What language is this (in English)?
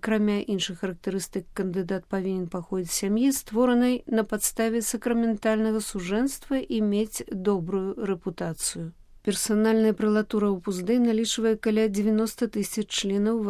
Belarusian